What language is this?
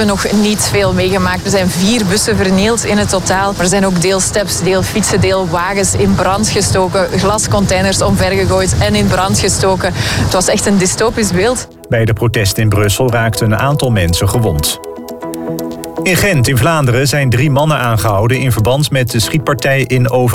Dutch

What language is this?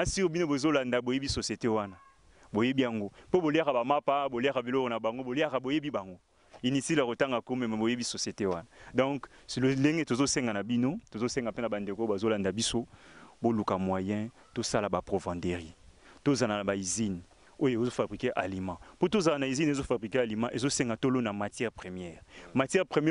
Lingala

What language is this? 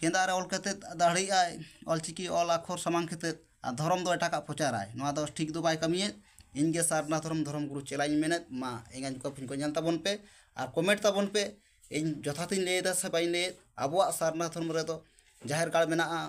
Santali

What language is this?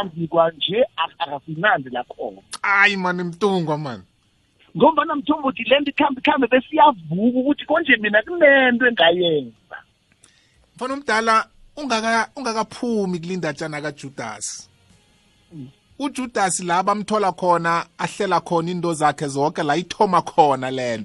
South Ndebele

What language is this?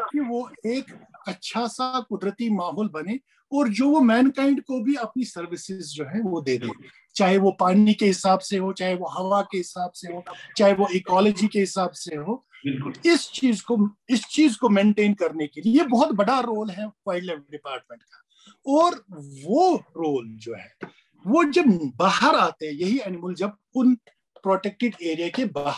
Urdu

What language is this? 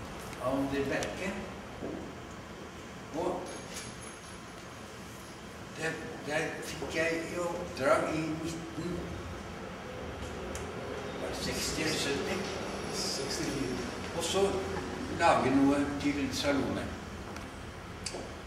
Norwegian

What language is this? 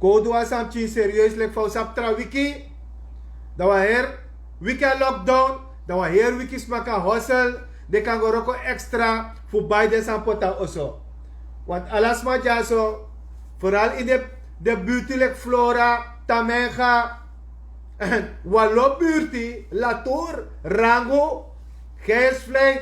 Sranan Tongo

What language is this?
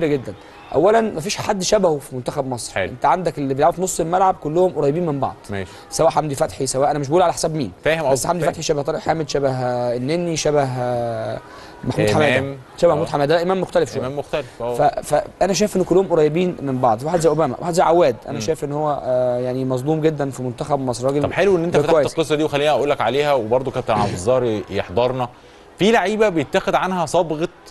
Egyptian Arabic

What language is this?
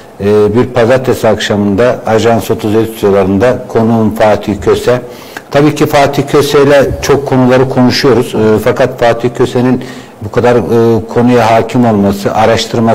Turkish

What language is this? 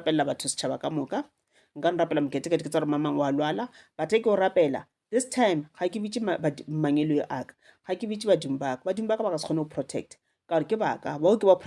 Northern Sotho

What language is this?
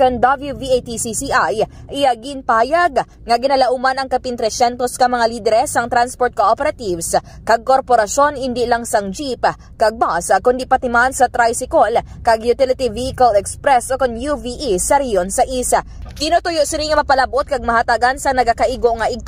Hiligaynon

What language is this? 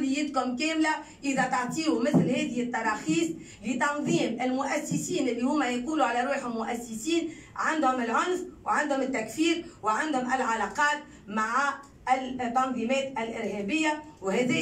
Tunisian Arabic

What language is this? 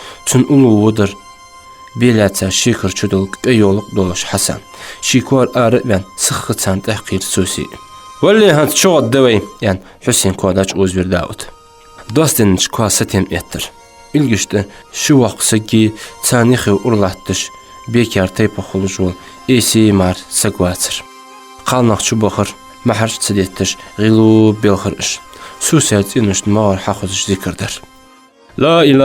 Ingush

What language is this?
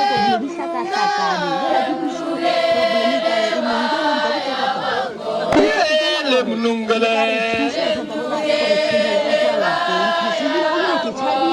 Northern Sotho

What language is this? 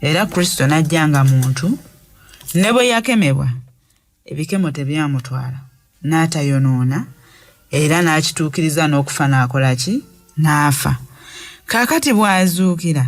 Ganda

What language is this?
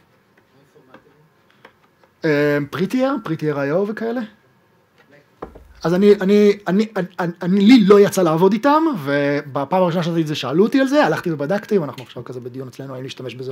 Hebrew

